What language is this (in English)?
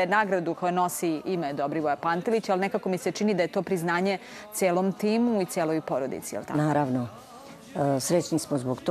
Serbian